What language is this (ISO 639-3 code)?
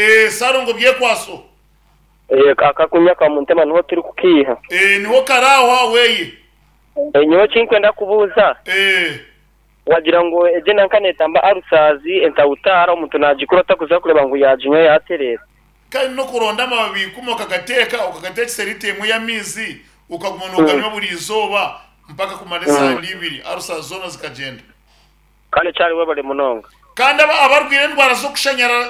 nyn